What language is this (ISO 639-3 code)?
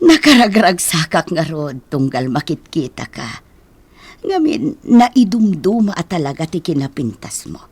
ilo